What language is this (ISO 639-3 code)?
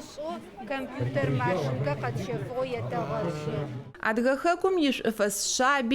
ady